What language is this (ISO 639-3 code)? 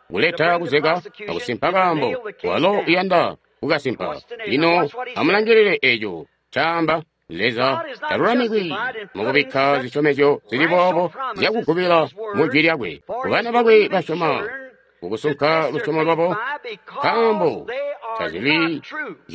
toi